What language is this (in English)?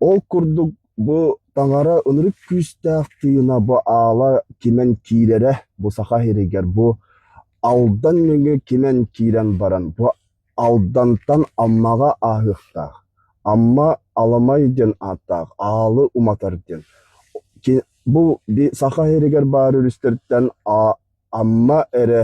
Yakut